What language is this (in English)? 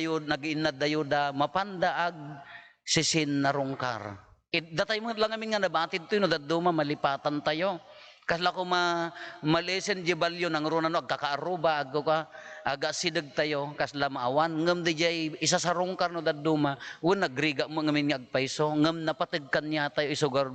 Iloko